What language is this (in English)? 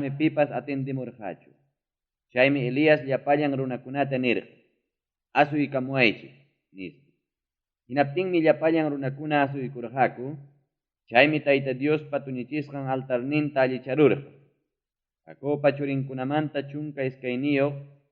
Ayacucho Quechua